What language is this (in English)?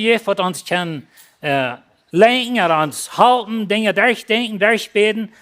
Plautdietsch